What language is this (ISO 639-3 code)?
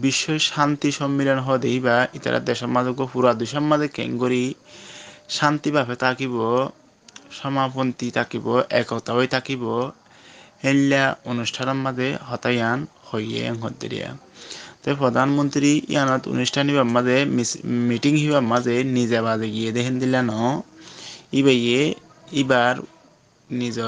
rhg